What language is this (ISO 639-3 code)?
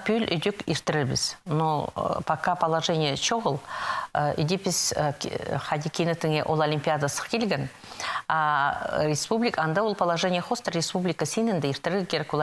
kjh